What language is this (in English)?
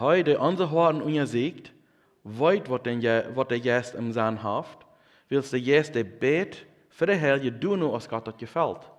Plautdietsch